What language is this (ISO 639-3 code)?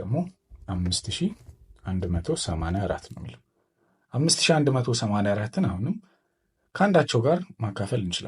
amh